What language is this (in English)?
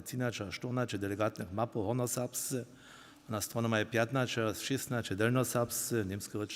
Upper Sorbian